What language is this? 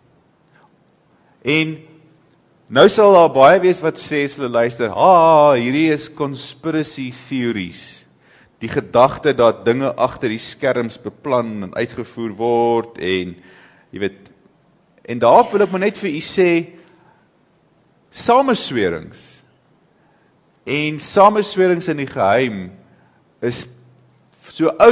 Afrikaans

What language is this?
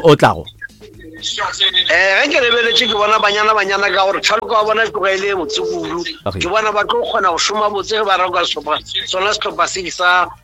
Northern Sotho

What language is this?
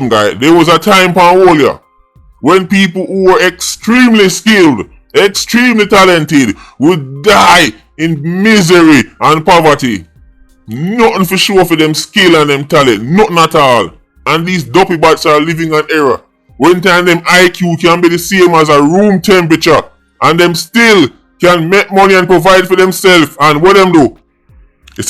Jamaican Creole English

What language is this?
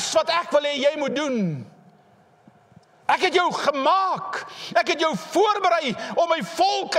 Afrikaans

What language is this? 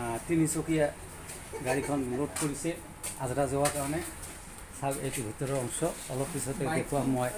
Assamese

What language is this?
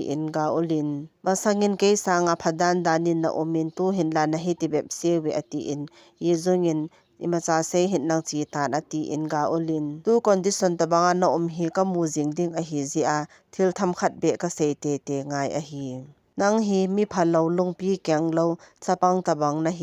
Thado Chin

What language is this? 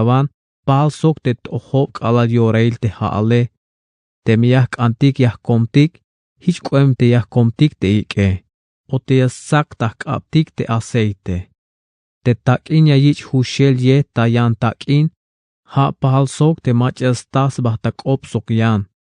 Tzeltal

